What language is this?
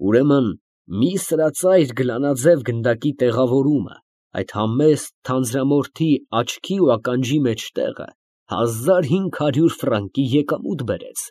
Armenian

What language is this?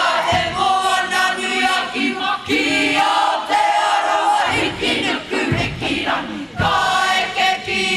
Māori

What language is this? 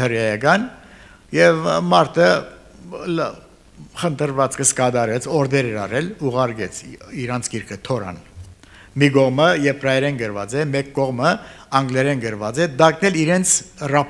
Armenian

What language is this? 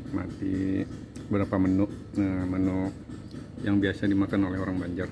Banjar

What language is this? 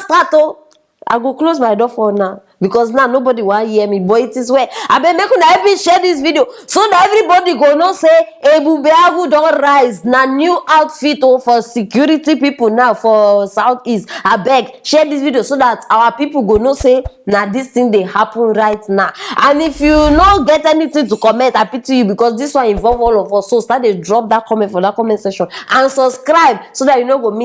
Nigerian Pidgin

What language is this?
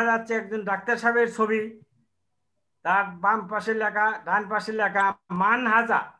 Bangla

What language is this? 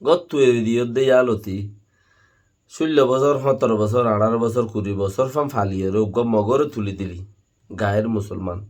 Rohingya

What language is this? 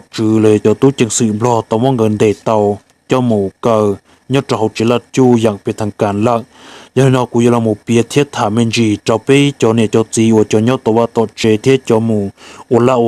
Hmong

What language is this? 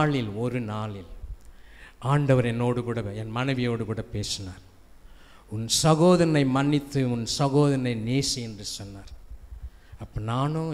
Tamil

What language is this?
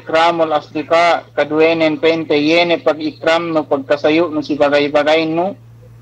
Yakan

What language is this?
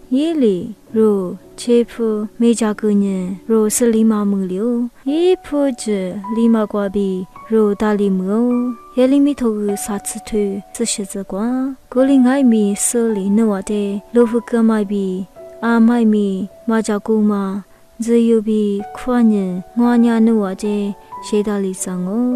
Lisu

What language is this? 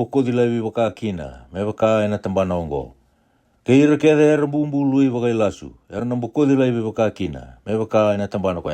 Fijian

